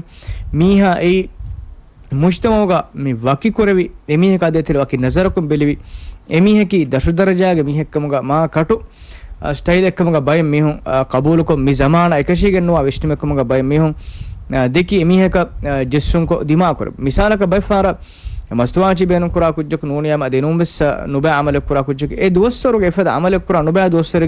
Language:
Divehi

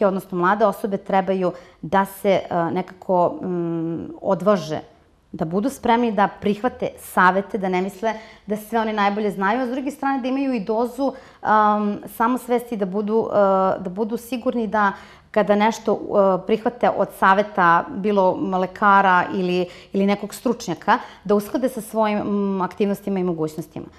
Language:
Serbian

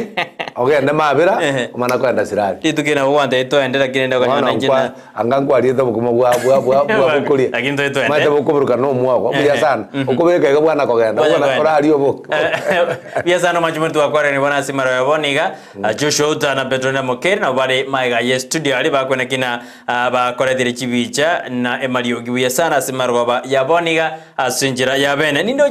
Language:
Gusii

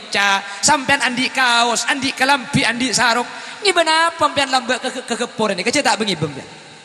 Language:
Madurese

